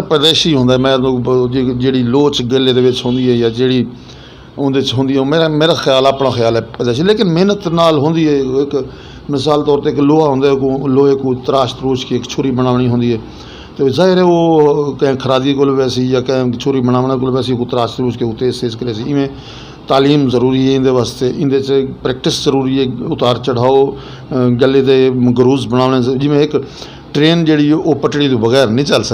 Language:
Saraiki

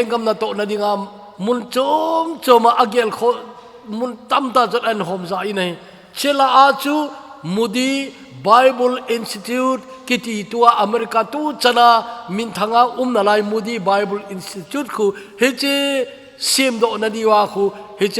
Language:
Thado Chin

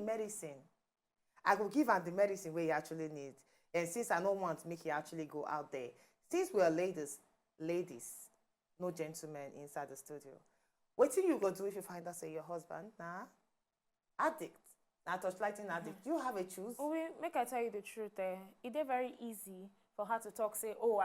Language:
Nigerian Pidgin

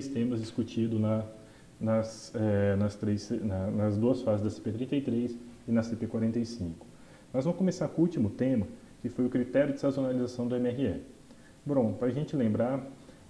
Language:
Portuguese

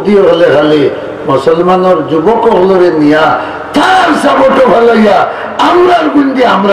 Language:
Sylheti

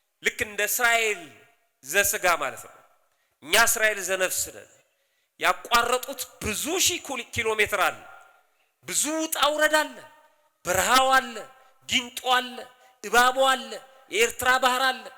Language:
Amharic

